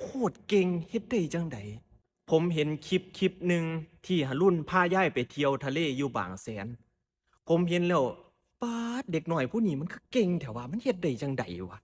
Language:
Northeastern Thai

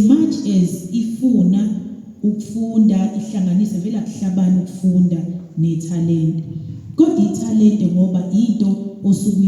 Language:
Zulu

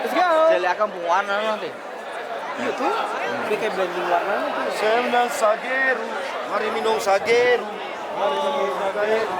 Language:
Ambonese Malay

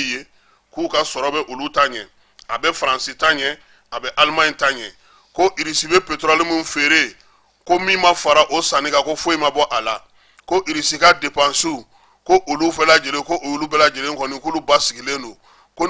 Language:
Bambara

